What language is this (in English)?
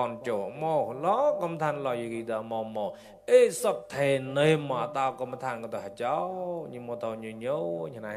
Mon